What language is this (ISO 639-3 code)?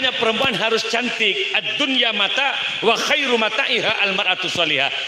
mad